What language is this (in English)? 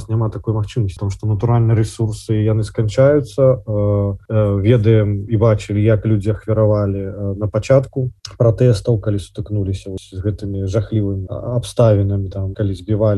Belarusian